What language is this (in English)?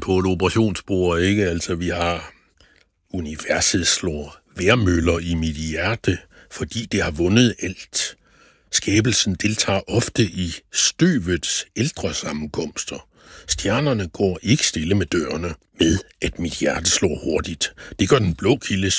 Danish